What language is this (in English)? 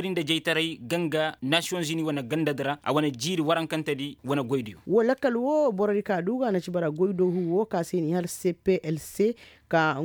Koyraboro Senni